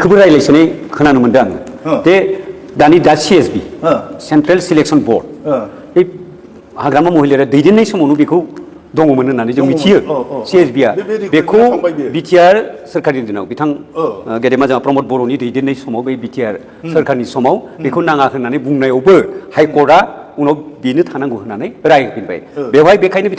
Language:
Bodo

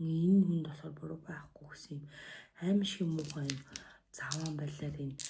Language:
Mongolian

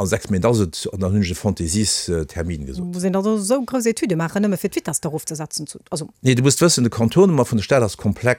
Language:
Luxembourgish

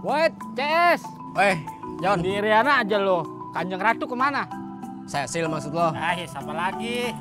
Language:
Betawi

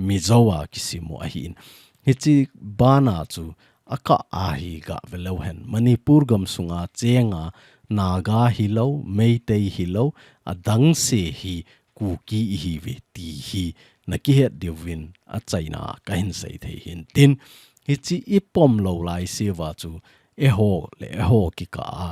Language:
Thado Chin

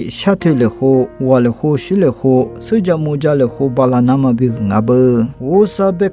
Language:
Lisu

